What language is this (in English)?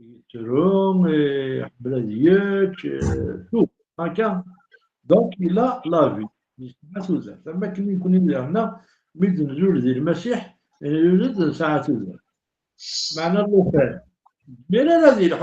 Kabyle